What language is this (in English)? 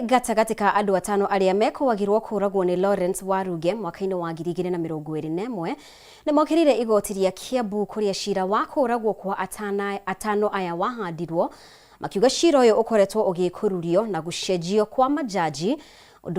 Kikuyu